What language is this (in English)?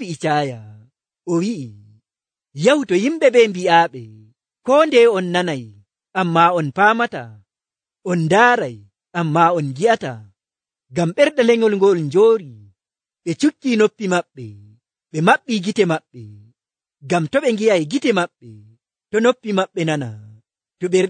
Nigerian Fulfulde